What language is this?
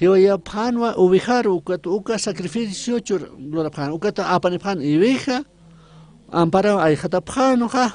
Aymara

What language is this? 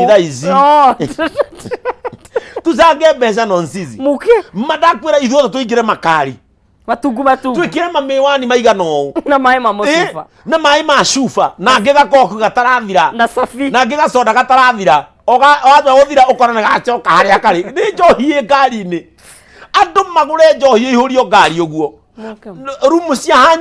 Kikuyu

